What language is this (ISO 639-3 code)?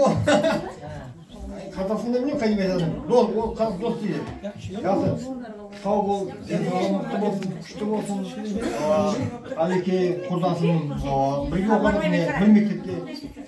kaz